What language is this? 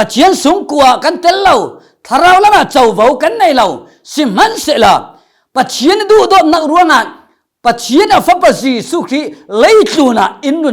Falam Chin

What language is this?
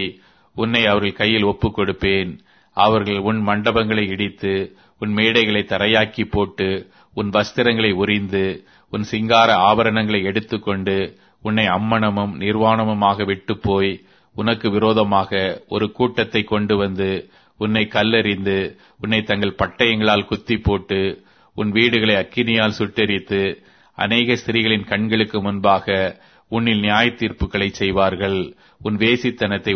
Tamil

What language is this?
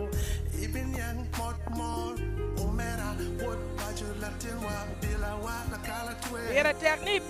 Acoli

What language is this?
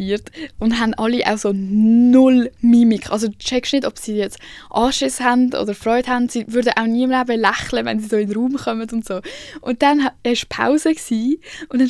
Swiss German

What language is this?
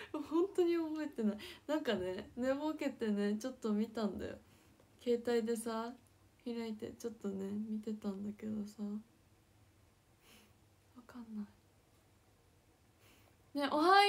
Japanese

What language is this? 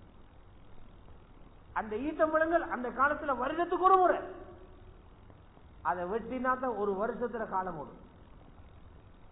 Tamil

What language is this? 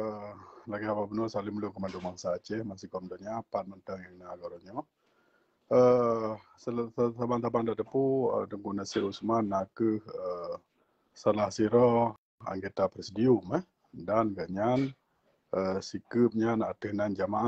Achinese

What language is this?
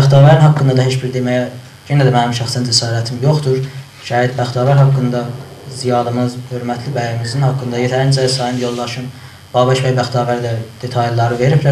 South Azerbaijani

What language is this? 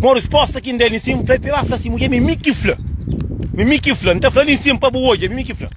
Kabuverdianu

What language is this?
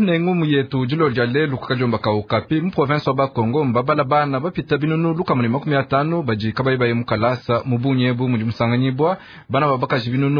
Luba-Lulua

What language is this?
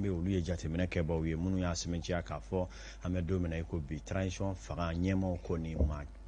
Bambara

